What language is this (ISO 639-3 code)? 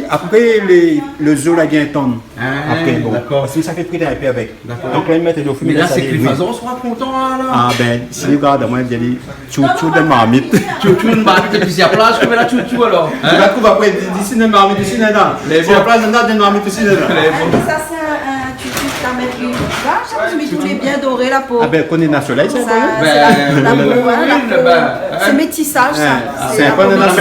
rcf